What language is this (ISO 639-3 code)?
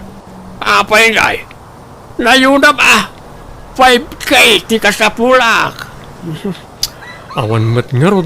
ilo